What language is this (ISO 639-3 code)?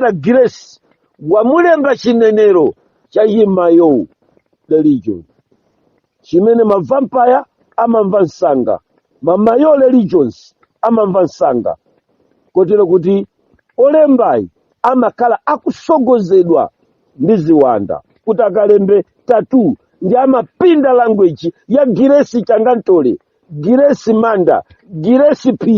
nya